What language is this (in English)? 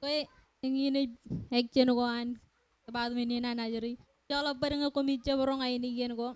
Marshallese